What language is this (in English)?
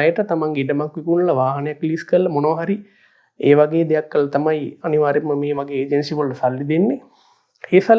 Sinhala